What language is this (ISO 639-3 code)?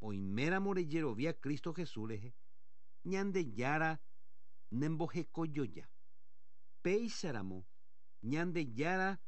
grn